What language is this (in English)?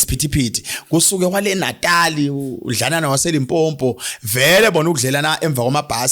Zulu